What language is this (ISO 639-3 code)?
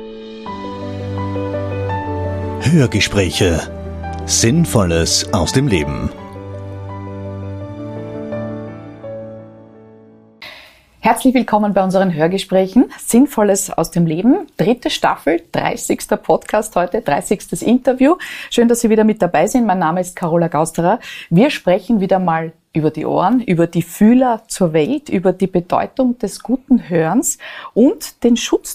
deu